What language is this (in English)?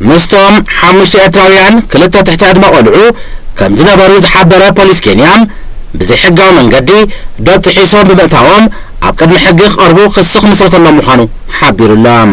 Tigrinya